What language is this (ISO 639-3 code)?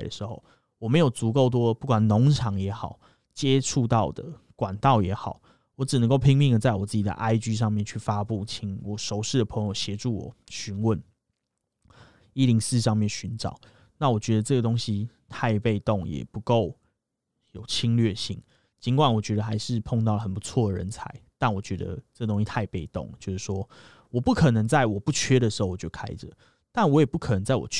zho